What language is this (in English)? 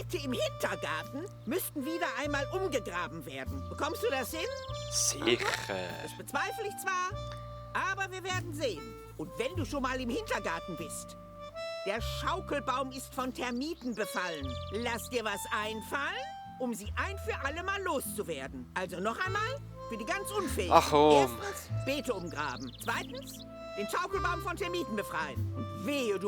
Swiss German